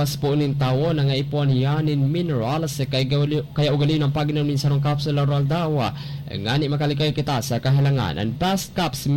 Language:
Bikol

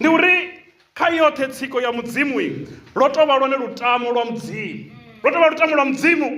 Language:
Venda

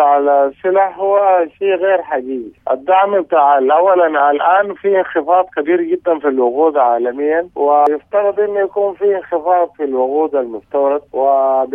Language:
Sudanese Arabic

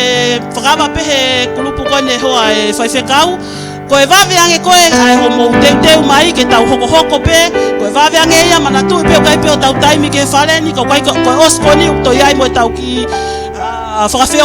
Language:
Tongan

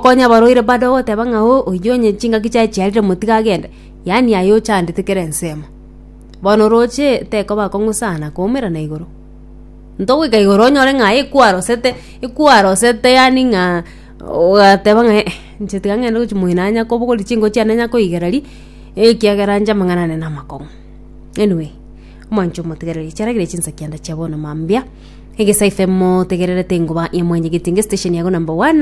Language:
Gusii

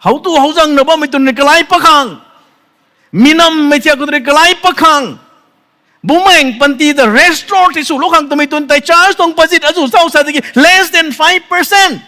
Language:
Rongmei Naga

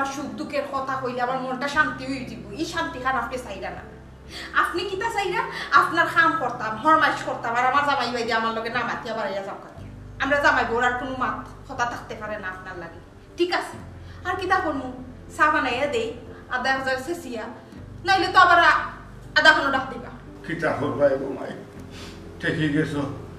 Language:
Sylheti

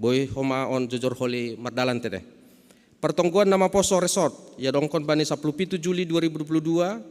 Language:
Batak Simalungun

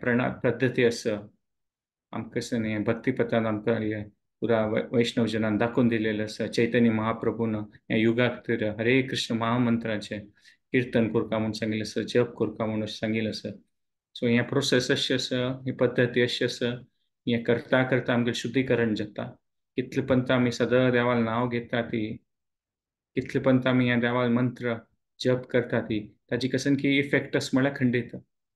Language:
Konkani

